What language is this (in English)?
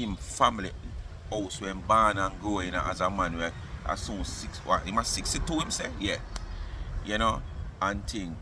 Jamaican Creole English